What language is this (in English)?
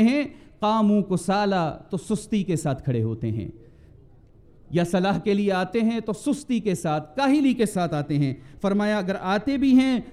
Urdu